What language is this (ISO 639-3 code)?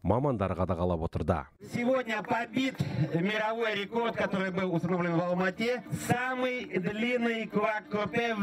kaz